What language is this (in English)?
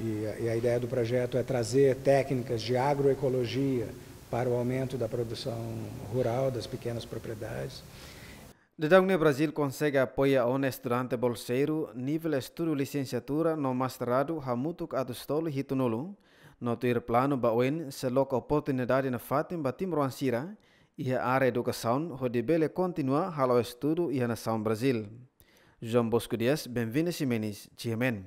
Tetum